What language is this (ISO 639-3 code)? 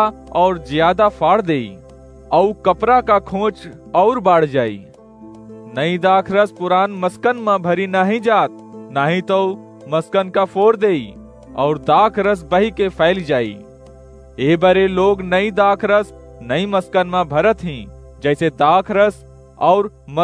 awa